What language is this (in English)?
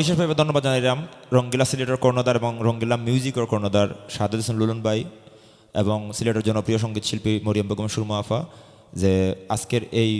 Sylheti